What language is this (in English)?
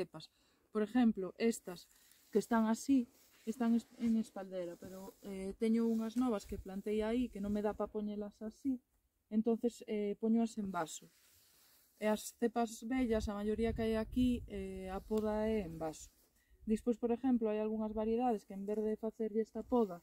Galician